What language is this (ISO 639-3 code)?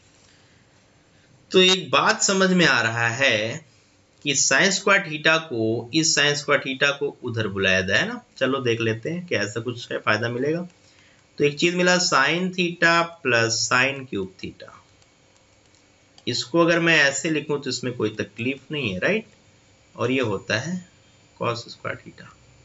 hin